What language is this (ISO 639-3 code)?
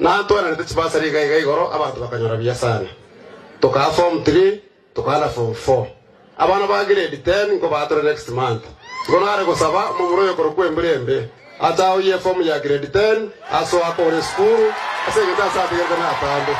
guz